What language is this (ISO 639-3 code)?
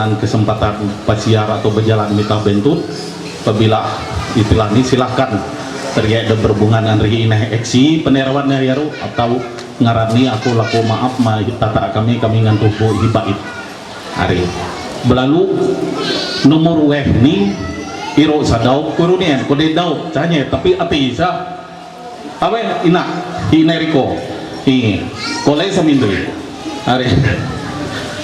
mhy